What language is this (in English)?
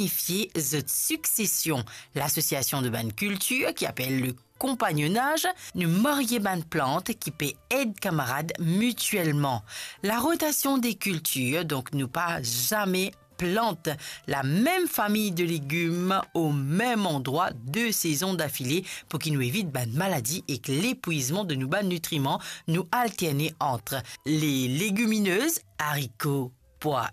Morisyen